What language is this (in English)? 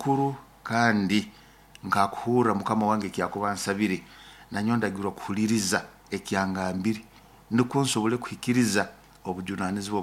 Nyoro